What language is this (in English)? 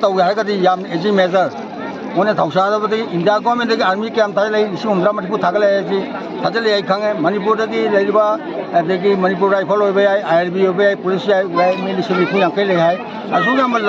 Manipuri